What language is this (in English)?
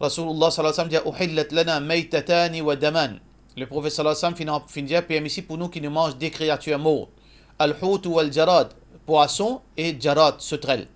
Morisyen